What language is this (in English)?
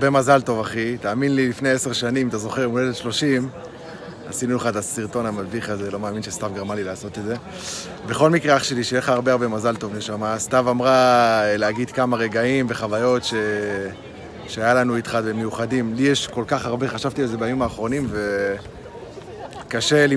Hebrew